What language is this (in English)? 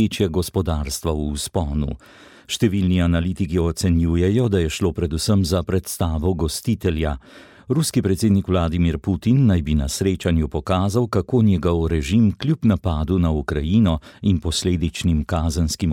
Slovenian